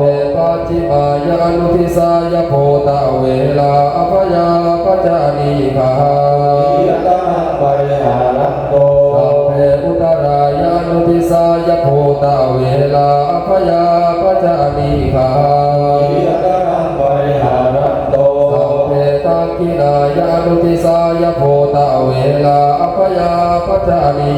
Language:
Pali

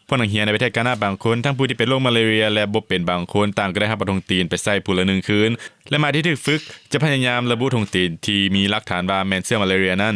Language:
Lao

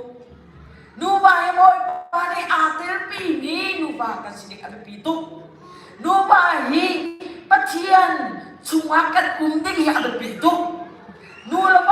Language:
Hakha Chin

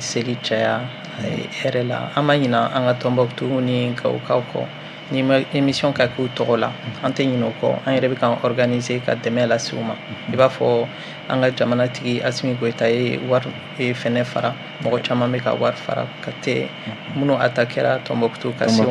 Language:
Bambara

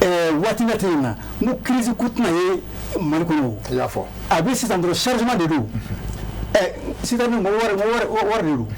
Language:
Bambara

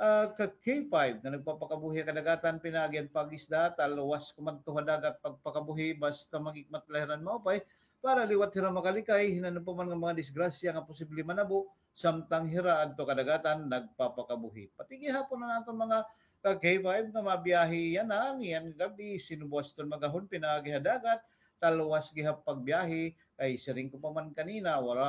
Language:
Waray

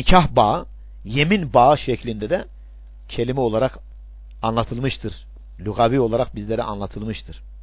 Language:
Turkish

